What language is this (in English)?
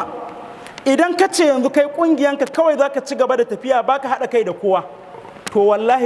Hausa